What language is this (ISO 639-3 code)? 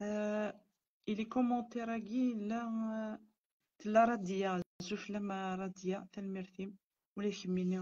kab